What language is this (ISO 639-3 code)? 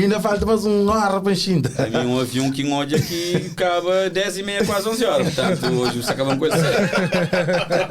kea